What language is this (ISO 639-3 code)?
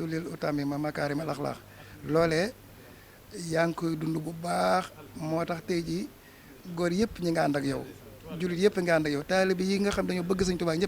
wol